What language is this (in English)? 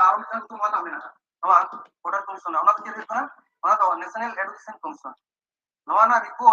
Santali